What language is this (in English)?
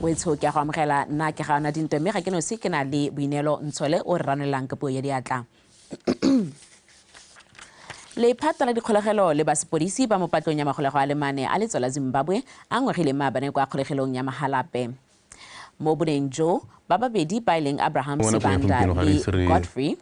Tswana